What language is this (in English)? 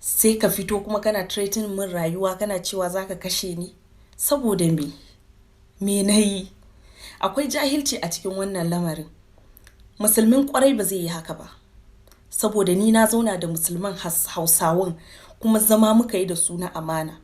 Hausa